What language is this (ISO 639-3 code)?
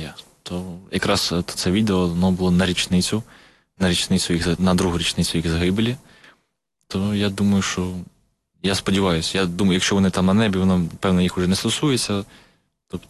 ukr